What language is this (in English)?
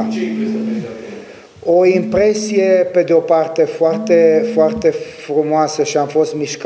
Romanian